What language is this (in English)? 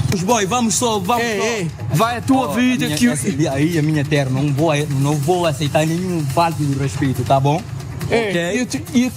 Kabuverdianu